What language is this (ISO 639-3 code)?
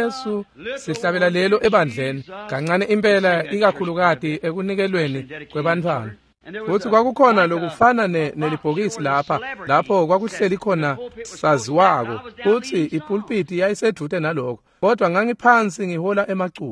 ssw